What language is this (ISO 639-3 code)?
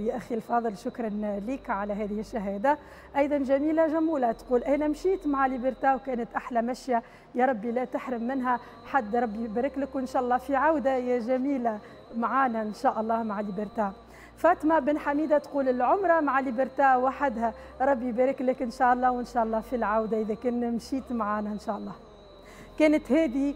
aeb